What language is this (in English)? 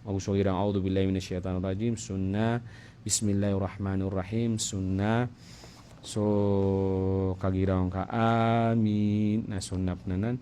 Maranao